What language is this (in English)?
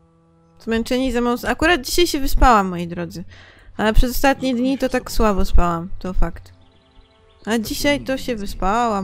Polish